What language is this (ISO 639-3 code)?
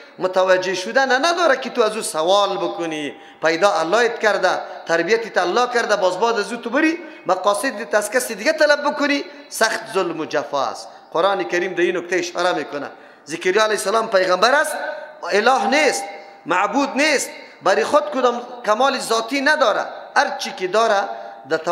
fas